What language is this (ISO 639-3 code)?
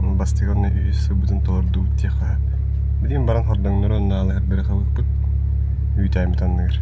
sah